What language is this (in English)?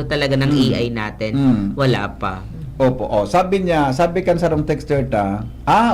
Bikol